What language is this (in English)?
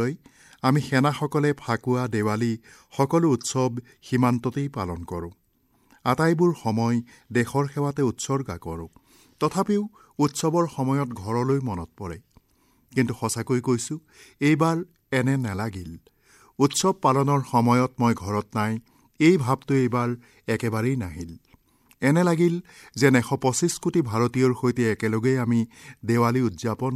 Assamese